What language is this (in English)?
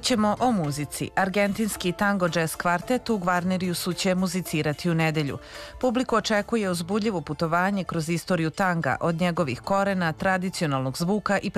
Serbian